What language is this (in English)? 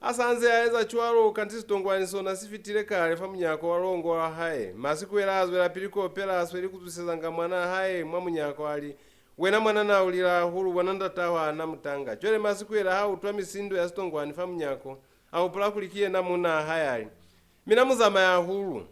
Lozi